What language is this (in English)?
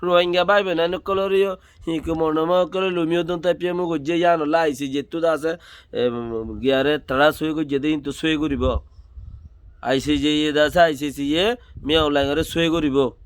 Rohingya